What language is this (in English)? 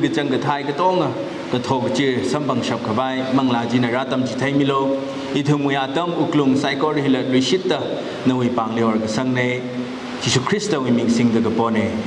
Tangkhul Naga (India)